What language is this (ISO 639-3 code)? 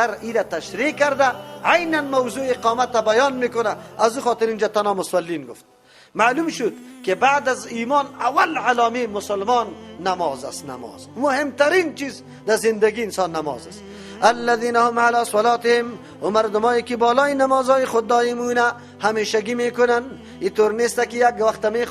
fas